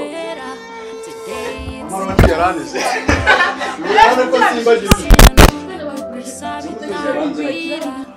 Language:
Kinyarwanda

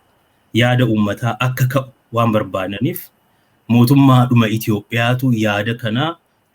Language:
Oromo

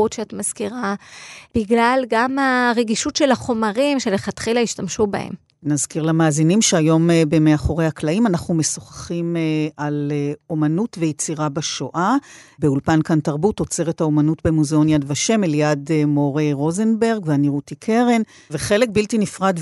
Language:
Hebrew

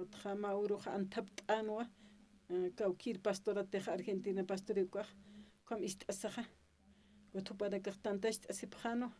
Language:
Aymara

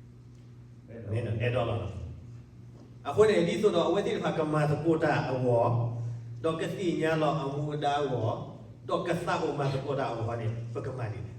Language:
S'gaw Karen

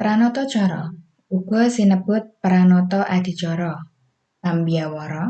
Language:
Javanese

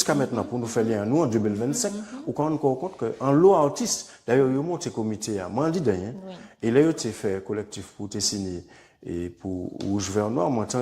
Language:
Guadeloupean Creole French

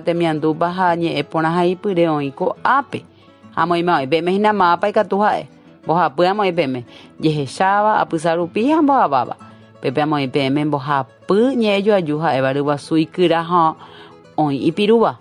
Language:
Guarani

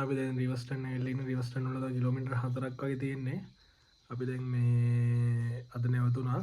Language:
Sinhala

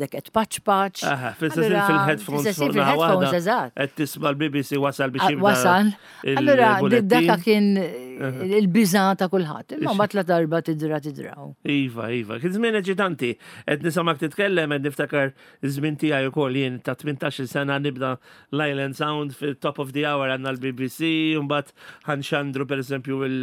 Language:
Maltese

